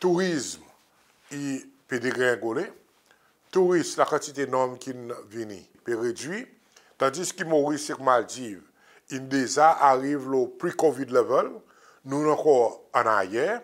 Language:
Seselwa Creole French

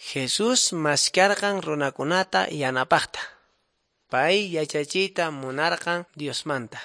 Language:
Quechua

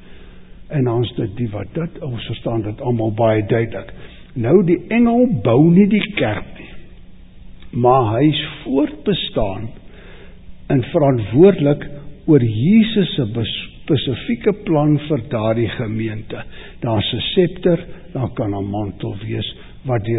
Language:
Afrikaans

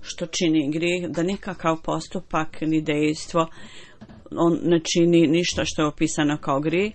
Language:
Bosnian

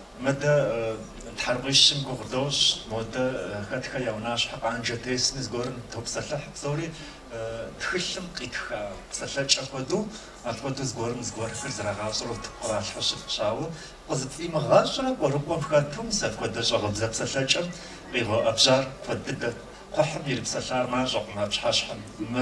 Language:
Kabardian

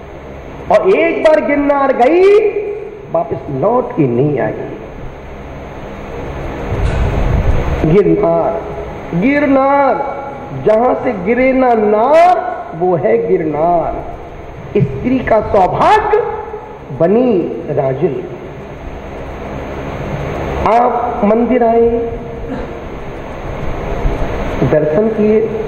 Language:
Hindi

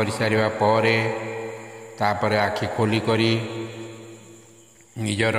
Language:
Odia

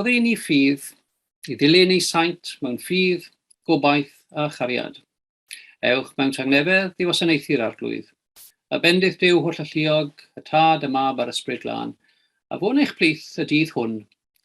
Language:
Welsh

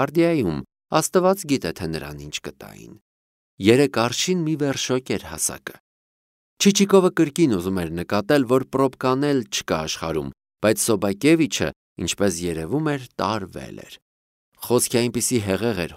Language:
Armenian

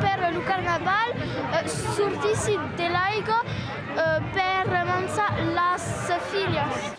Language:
Occitan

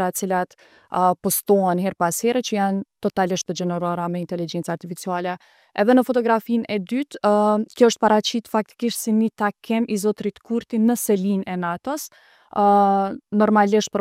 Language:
Albanian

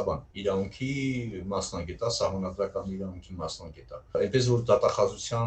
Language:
Armenian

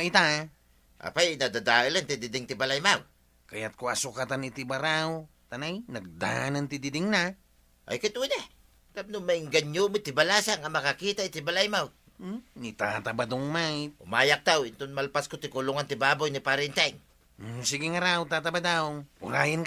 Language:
Iloko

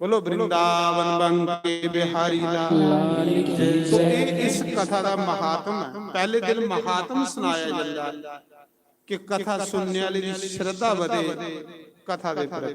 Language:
Dogri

